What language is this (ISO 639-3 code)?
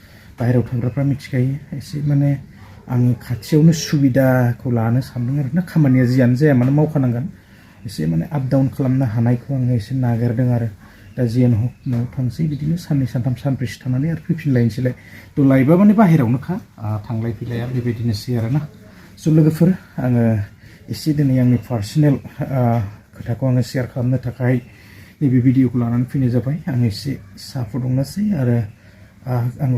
brx